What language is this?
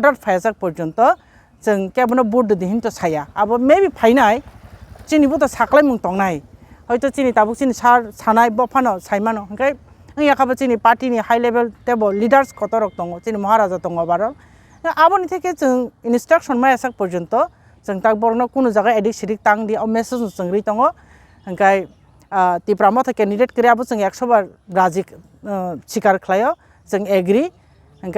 Kok Borok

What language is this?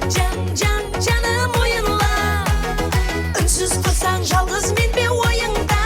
Kara-Kalpak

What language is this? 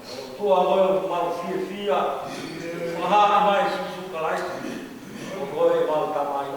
Tongan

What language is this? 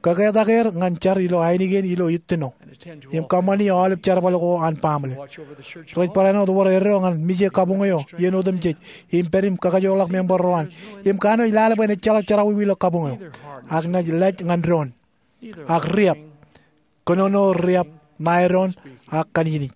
Marshallese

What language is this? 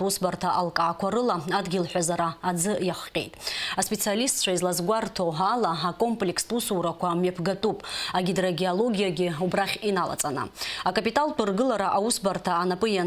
Abkhazian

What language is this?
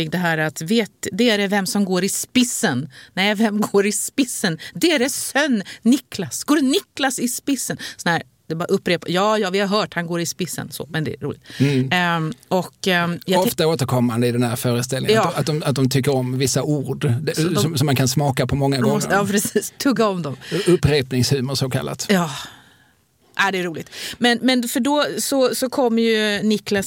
Swedish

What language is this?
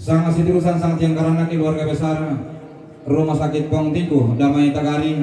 Toraja-Sa'dan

